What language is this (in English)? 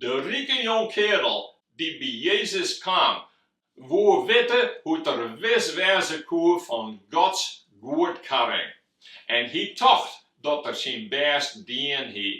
Western Frisian